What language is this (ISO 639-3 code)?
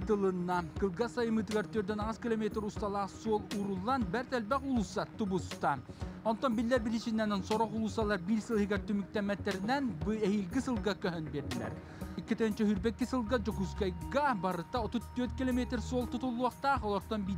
sah